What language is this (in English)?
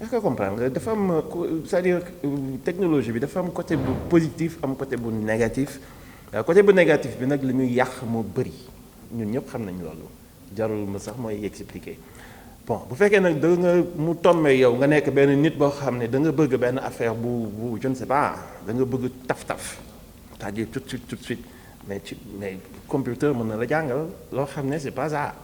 Wolof